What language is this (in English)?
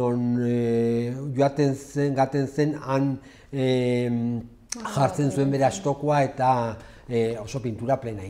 Basque